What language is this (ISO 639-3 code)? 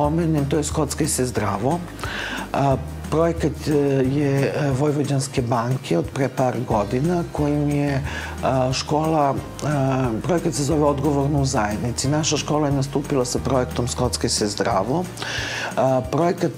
srp